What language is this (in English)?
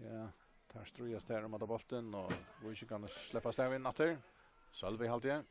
Faroese